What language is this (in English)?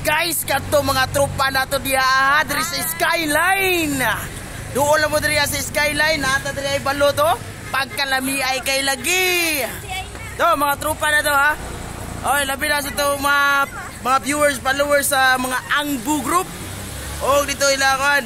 Cebuano